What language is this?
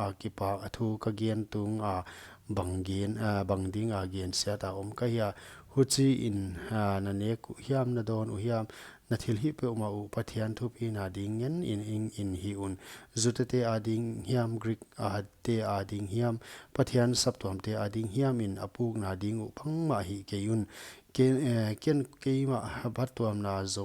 Paite Chin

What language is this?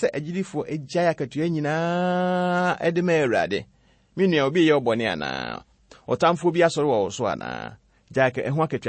Akan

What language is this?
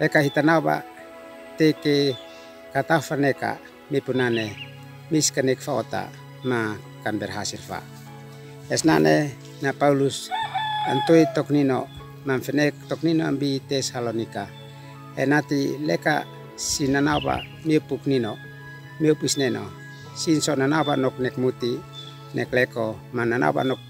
Uab Meto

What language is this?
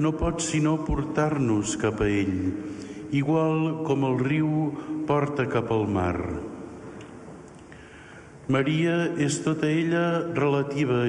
Catalan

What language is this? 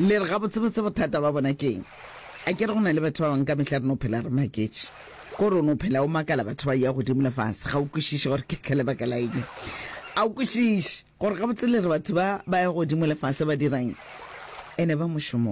Northern Sotho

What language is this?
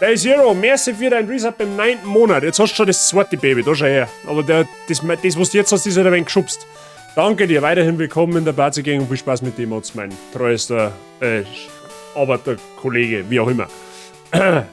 Bavarian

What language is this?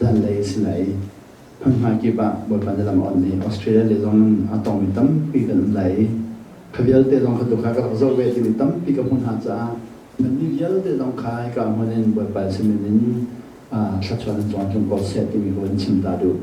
Hakha Chin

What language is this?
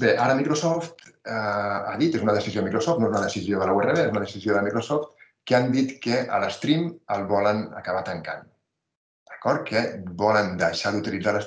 Catalan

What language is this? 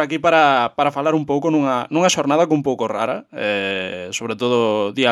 Galician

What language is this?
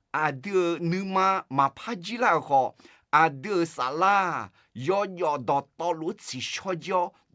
Akha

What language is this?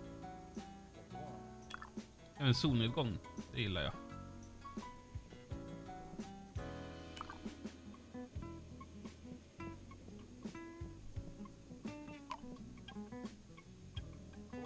Swedish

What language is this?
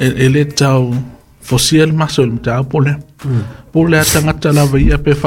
Samoan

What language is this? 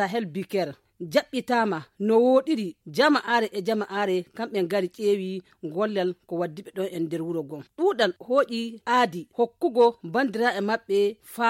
Fula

